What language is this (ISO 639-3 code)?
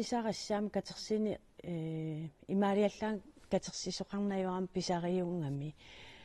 kal